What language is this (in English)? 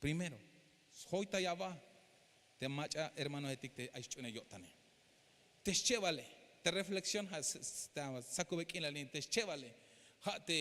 Tzeltal